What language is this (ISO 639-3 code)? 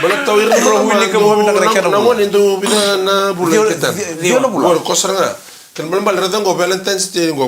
fij